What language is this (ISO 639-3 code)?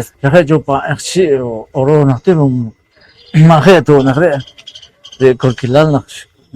poh